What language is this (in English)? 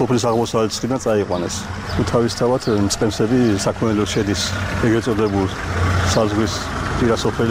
Georgian